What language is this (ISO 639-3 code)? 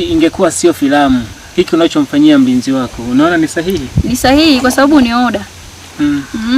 swa